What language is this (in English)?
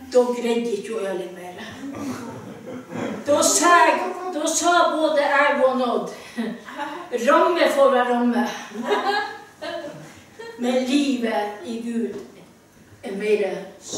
Norwegian